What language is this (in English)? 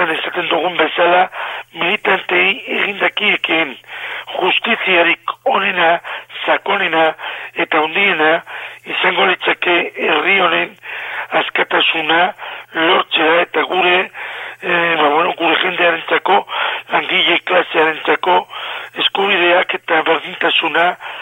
Basque